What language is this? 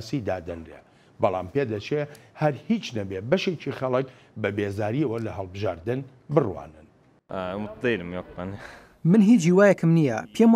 Central Kurdish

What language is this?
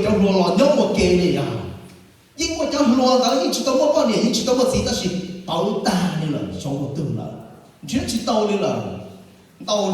Hmong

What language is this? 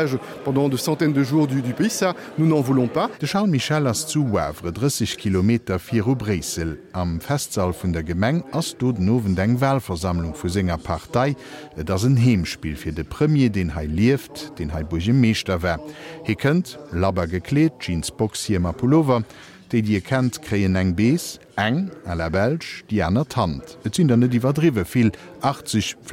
Luxembourgish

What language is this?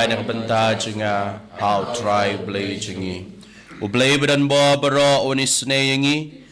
Khasi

